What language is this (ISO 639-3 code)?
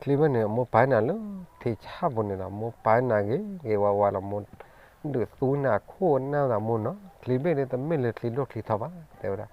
ksw